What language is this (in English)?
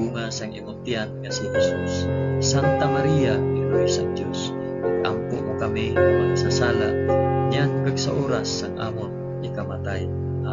Hiligaynon